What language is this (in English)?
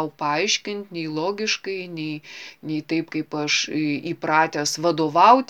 Lithuanian